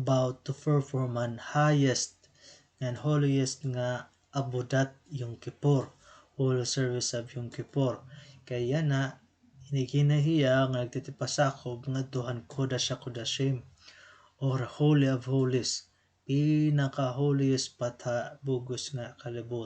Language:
Waray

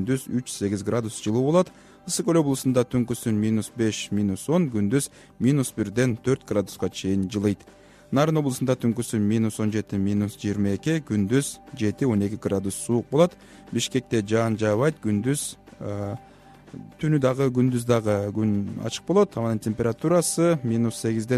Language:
Kyrgyz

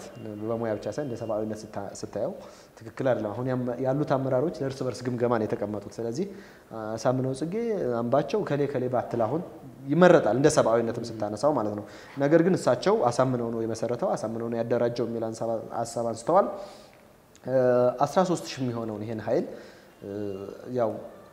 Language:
Amharic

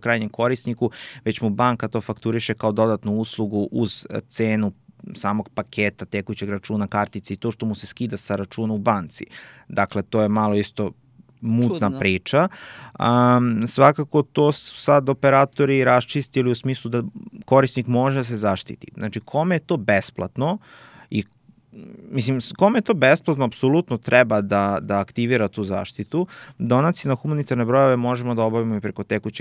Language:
Serbian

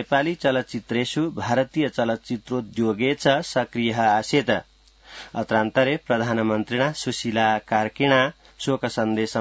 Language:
Sanskrit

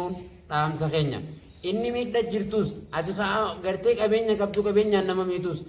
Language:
Oromo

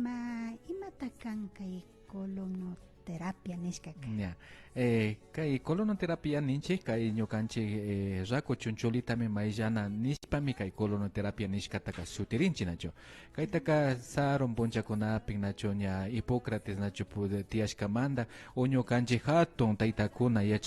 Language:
Imbabura Highland Quichua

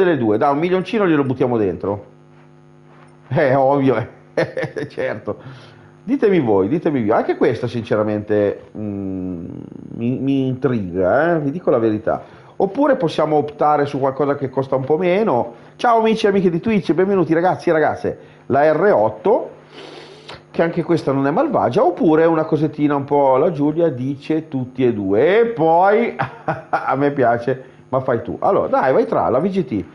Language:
Italian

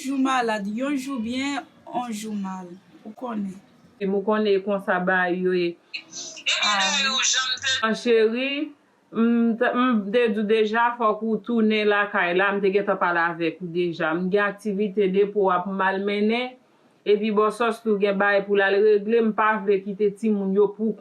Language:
Haitian Creole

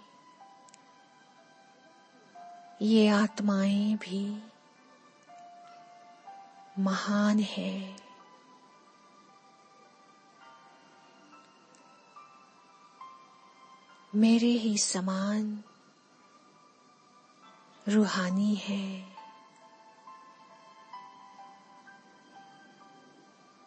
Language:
Hindi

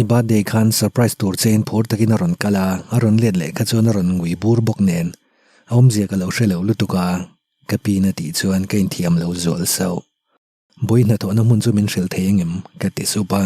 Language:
Mizo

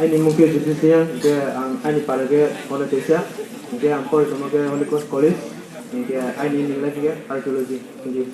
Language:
Riang (India)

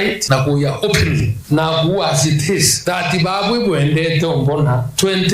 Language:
Meru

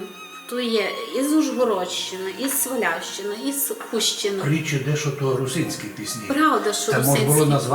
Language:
Rusyn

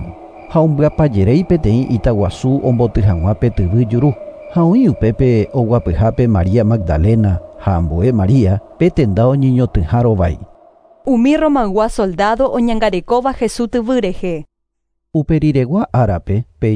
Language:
Guarani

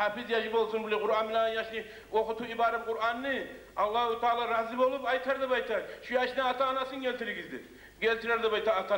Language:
Kumyk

